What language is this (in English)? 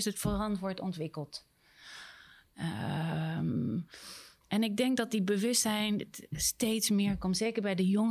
Dutch